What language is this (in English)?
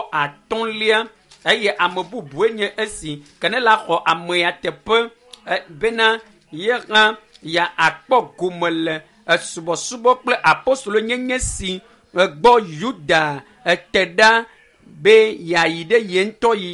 Ewe